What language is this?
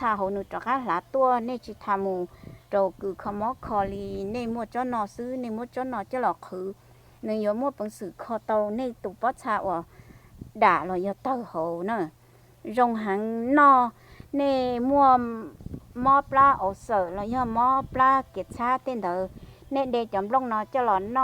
Hmong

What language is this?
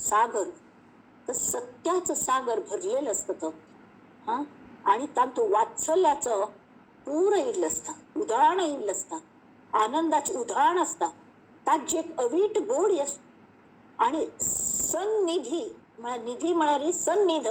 Konkani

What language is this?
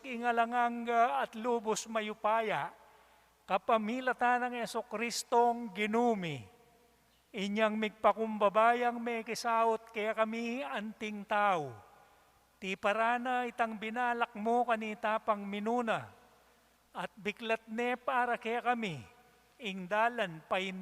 Pampanga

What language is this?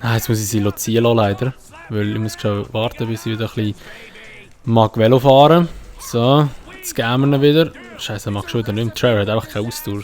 Swiss German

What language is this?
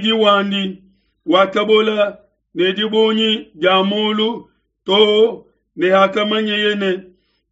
Luba-Lulua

